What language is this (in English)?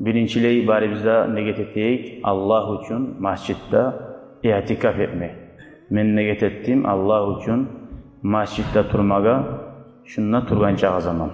Kumyk